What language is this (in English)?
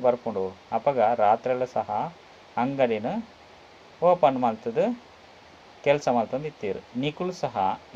Tulu